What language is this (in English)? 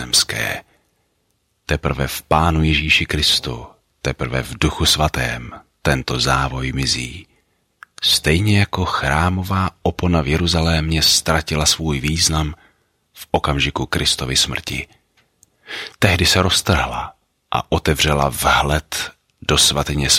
Czech